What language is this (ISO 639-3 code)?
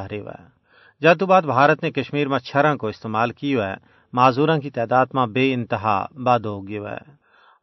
gju